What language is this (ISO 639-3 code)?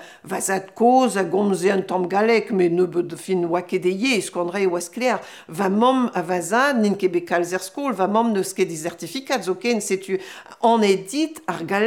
bre